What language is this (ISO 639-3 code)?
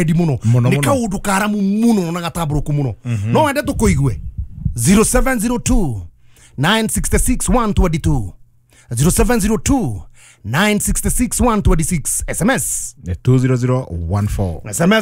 kik